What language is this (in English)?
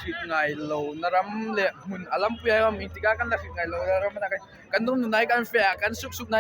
Hmar